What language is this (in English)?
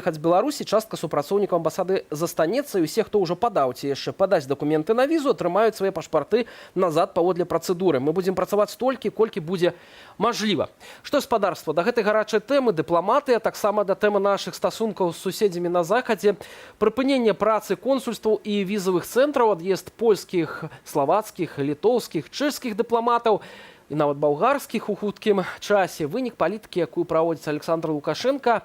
Belarusian